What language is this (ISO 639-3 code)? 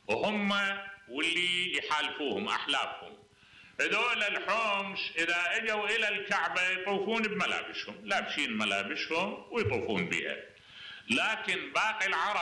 acm